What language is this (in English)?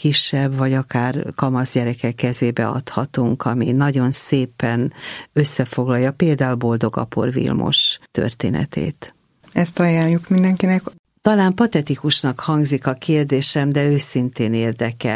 Hungarian